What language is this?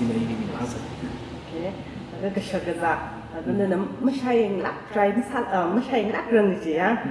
Tangkhul Naga (India)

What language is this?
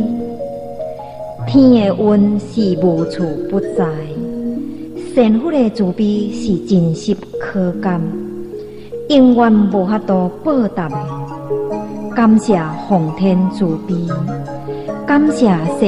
Min Nan Chinese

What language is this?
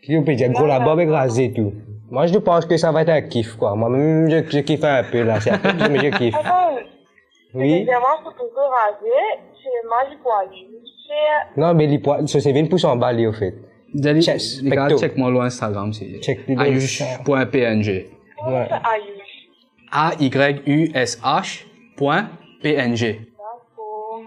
Morisyen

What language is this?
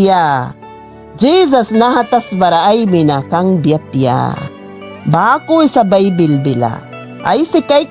Mískito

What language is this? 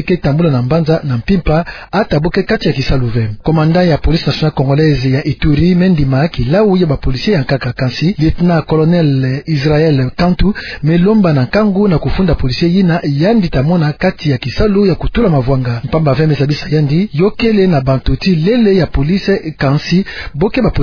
Kituba (Democratic Republic of Congo)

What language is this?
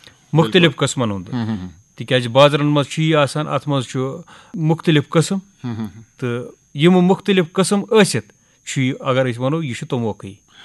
Kashmiri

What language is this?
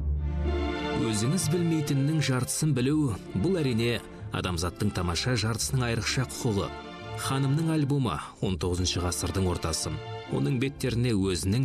Kazakh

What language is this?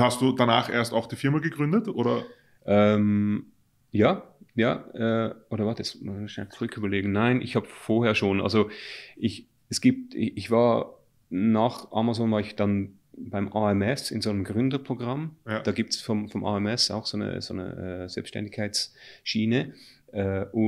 German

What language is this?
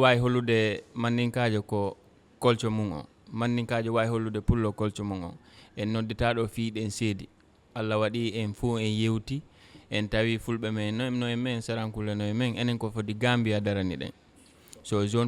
Fula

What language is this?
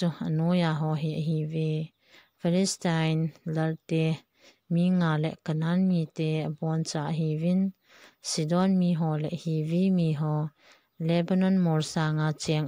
Thado Chin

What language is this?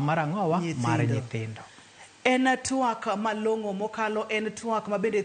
Luo (Kenya and Tanzania)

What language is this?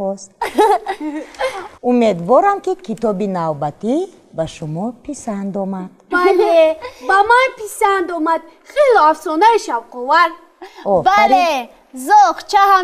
Tajik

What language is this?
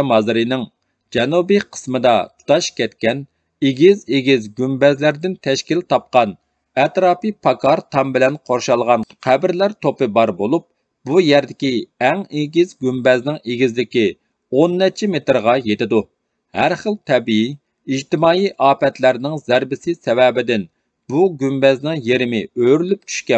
Uyghur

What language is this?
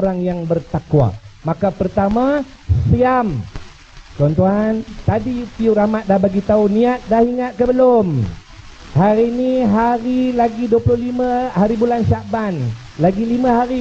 Malay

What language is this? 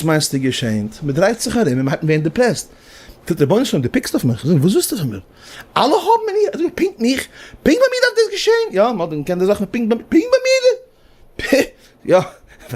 Yiddish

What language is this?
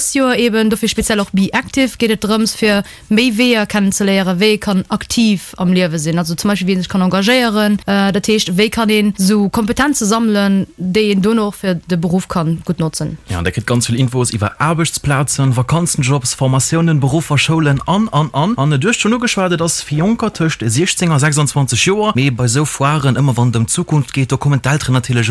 Luxembourgish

